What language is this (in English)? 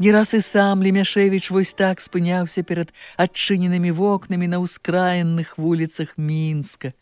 Belarusian